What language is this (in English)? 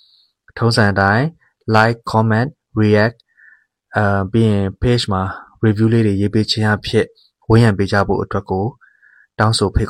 Burmese